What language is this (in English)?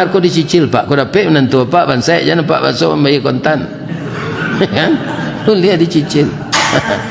Minangkabau